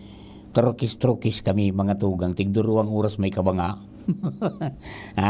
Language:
Bikol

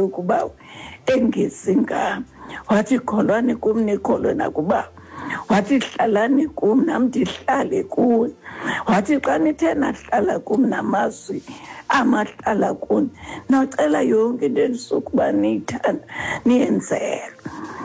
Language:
Xhosa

